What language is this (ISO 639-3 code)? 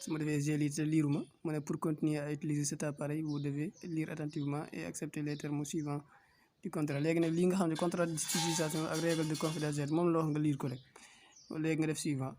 wol